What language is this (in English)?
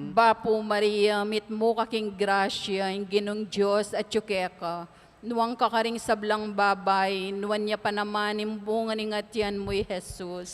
Pampanga